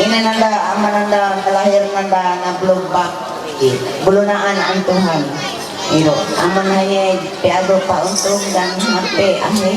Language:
Ma'anyan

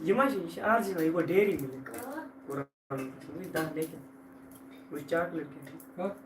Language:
Kashmiri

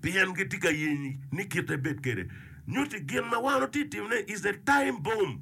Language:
Acoli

